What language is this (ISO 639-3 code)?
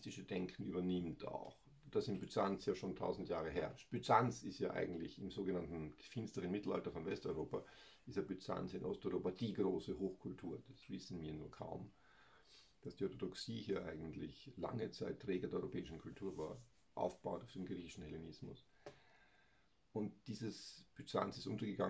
deu